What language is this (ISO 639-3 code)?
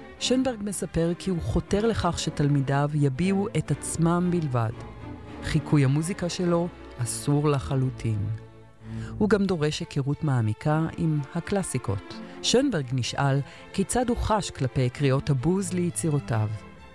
heb